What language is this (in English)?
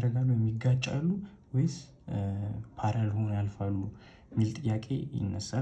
Amharic